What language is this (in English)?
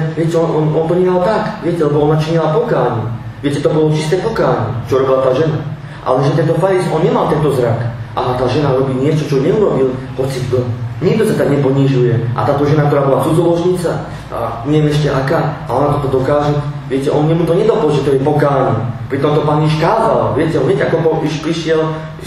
Slovak